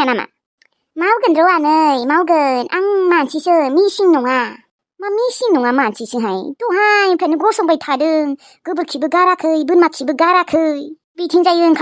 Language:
Bodo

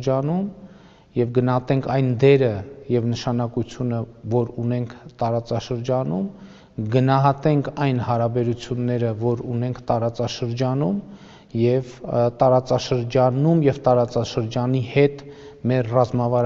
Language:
Armenian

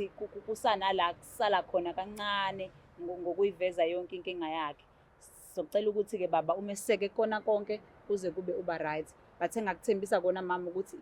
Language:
Zulu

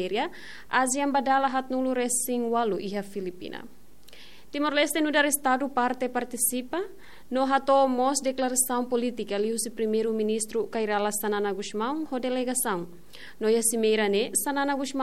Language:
Tetum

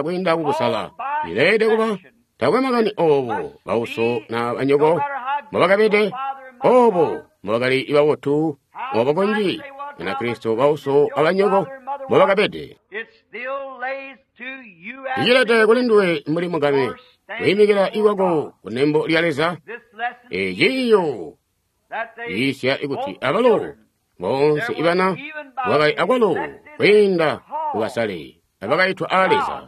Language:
Tonga (Zambia)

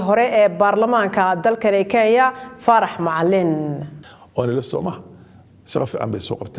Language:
Somali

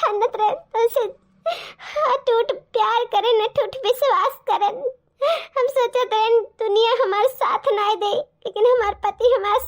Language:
Awadhi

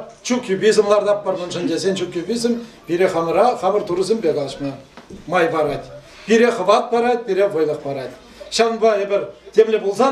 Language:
Chuvash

